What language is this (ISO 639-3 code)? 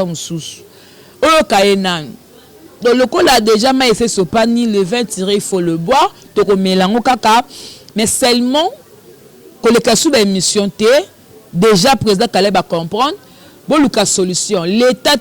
lin